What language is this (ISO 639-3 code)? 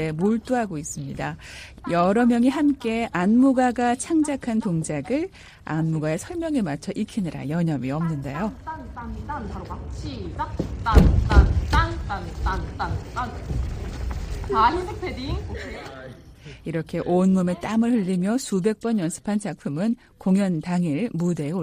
kor